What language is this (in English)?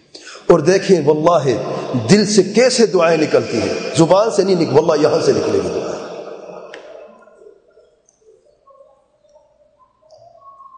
Urdu